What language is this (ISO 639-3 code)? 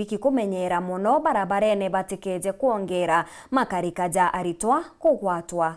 mer